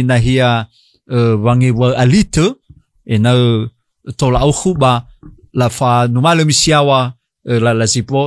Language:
Nias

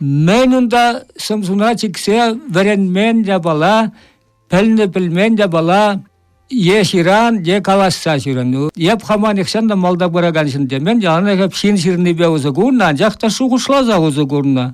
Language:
Chuvash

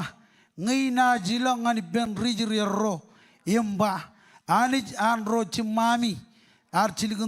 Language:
Marshallese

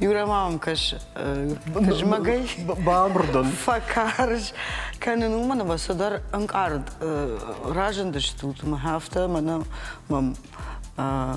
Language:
Ossetic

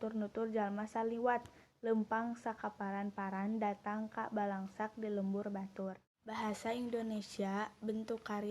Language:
Sundanese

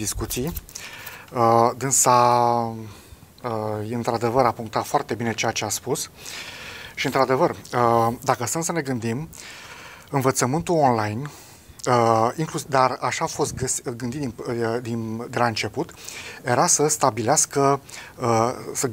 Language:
Romanian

